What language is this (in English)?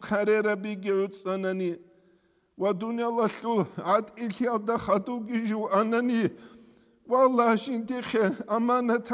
Avaric